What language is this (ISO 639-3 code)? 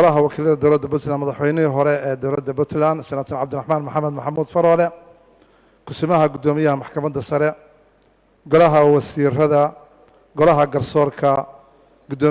som